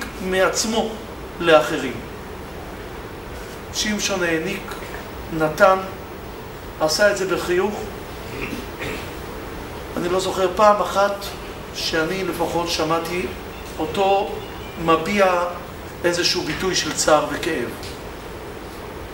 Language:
Hebrew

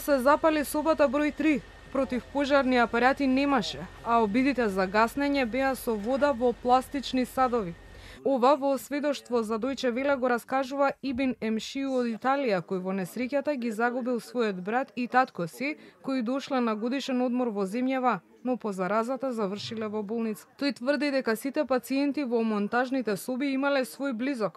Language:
Macedonian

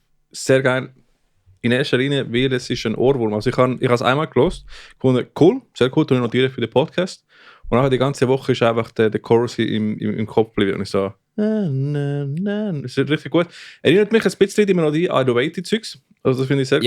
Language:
Swiss German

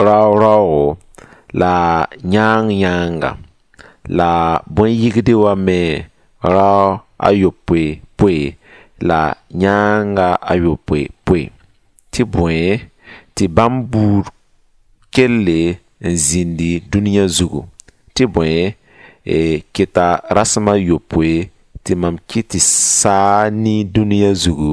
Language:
Mossi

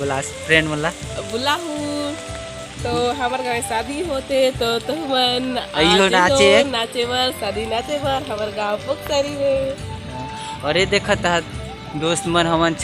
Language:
Chhattisgarhi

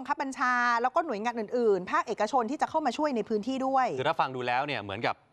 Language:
Thai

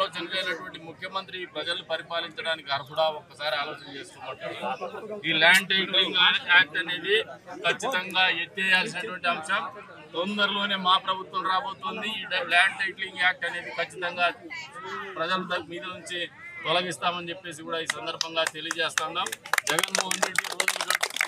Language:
Telugu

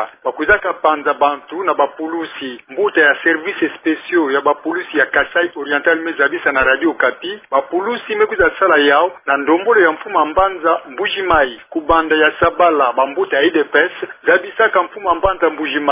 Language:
Kituba (Democratic Republic of Congo)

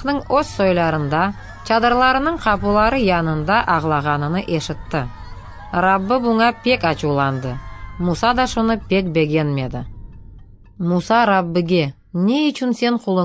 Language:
Crimean Tatar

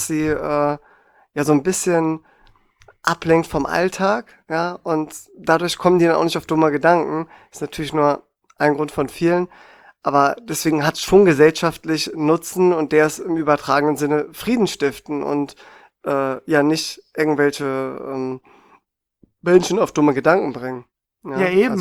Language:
German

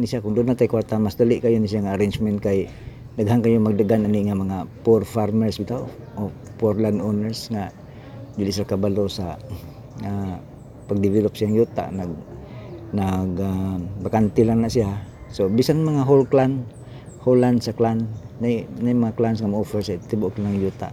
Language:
Cebuano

